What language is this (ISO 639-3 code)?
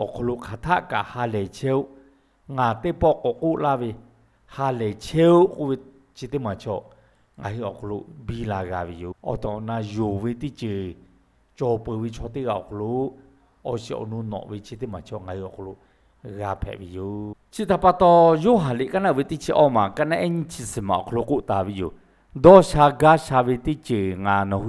lhu